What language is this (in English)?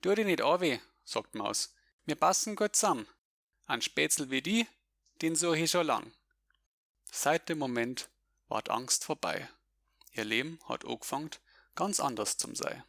Bavarian